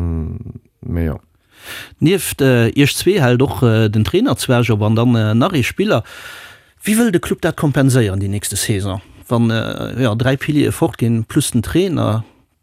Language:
Luxembourgish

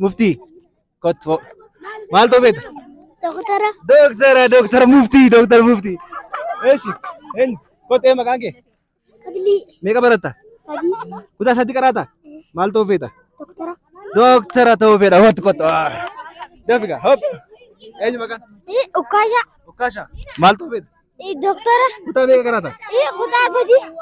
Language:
Oromo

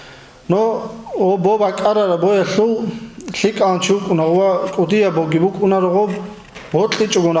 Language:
Avaric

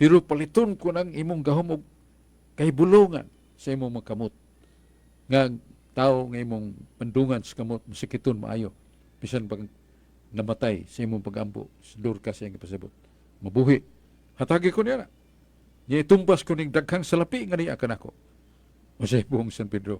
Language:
Cebuano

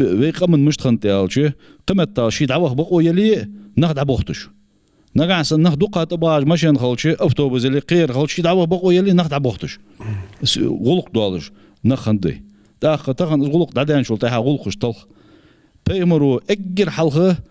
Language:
Ingush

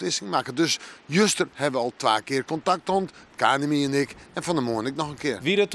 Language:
Western Frisian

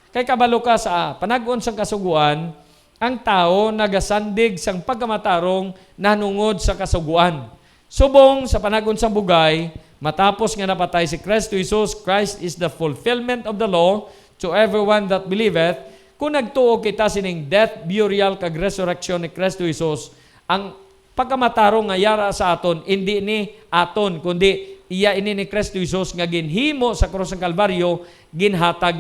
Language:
Hiligaynon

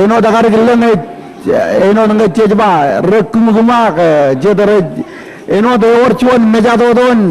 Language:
Marshallese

